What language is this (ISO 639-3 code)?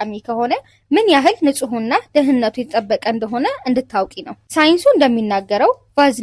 amh